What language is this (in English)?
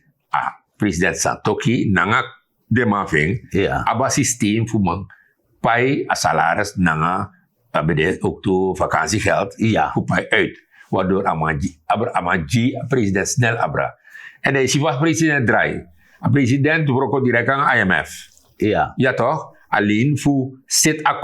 Sranan Tongo